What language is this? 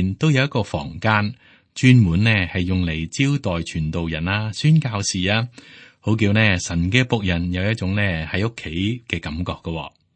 Cantonese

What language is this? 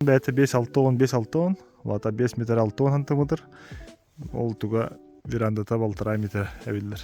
Yakut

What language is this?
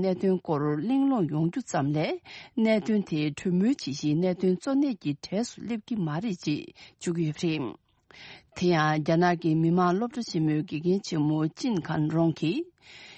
Tibetan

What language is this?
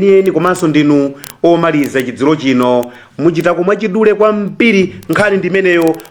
Nyanja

